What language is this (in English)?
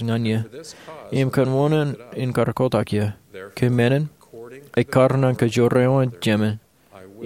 Marshallese